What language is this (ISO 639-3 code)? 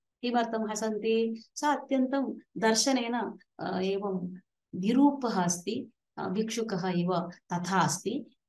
san